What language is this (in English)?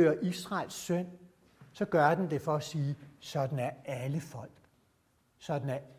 Danish